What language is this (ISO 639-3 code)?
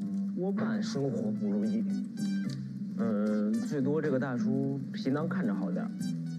zho